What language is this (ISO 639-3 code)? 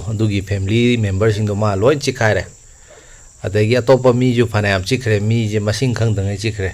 mni